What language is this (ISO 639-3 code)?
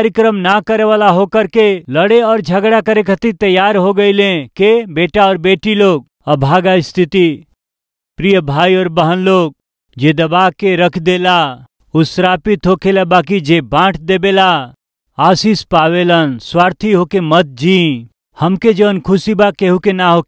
bho